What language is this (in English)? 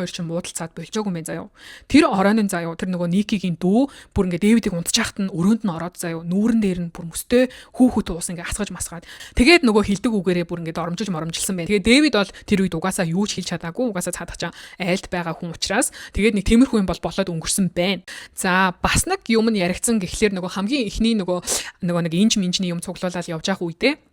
Mongolian